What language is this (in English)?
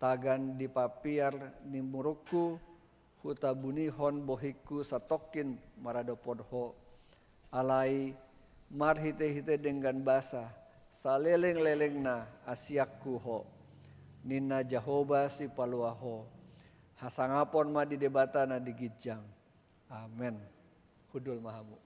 Batak Toba